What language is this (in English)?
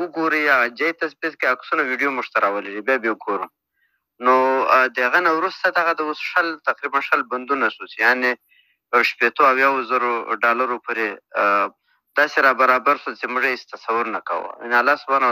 Pashto